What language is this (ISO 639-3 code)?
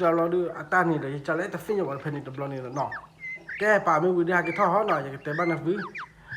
ksw